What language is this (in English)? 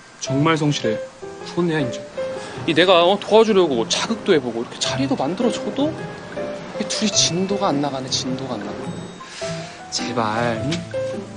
Korean